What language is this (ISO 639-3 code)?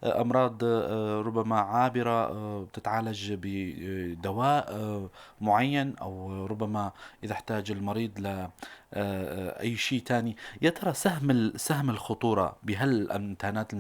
apc